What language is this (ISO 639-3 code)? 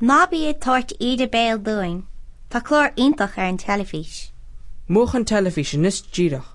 gle